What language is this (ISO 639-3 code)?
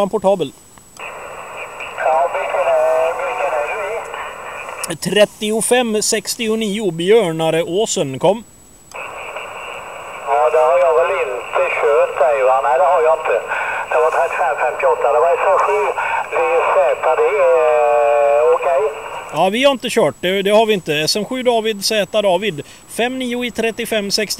swe